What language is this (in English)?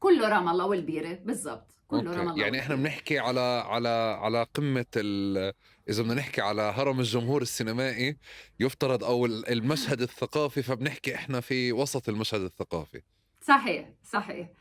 North Levantine Arabic